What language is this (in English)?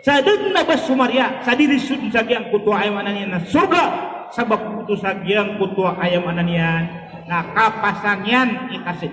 Maranao